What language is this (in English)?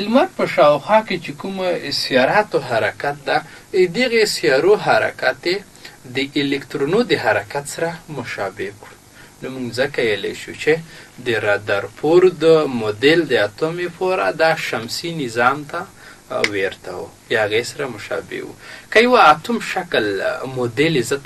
Pashto